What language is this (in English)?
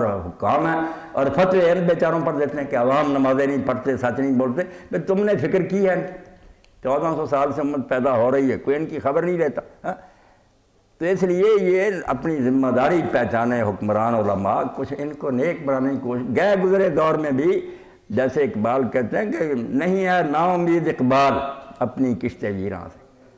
Urdu